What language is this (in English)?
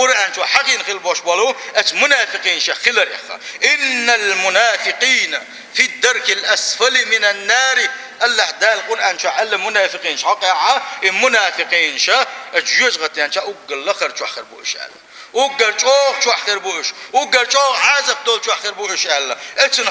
Chechen